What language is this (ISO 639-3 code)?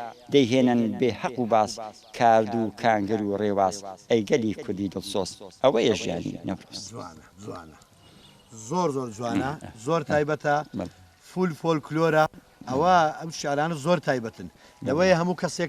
ckb